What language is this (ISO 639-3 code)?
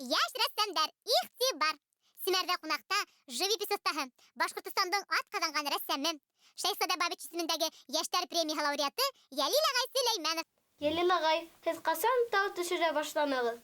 bak